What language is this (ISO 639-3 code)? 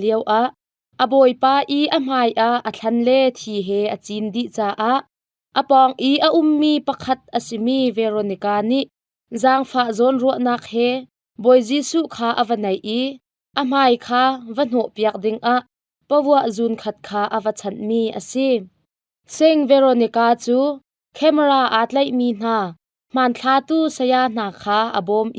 cnh